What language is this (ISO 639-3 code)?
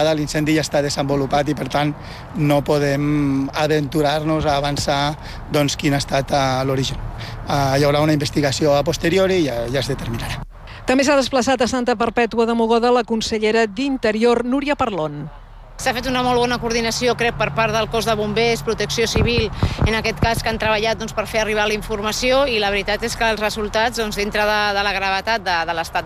cat